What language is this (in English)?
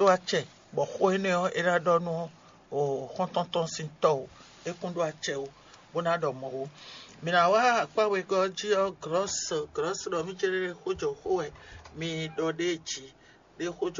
Fon